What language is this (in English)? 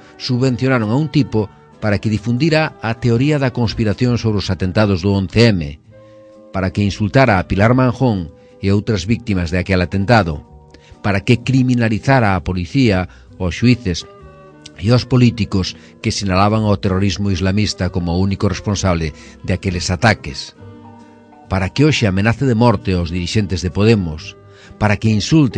Galician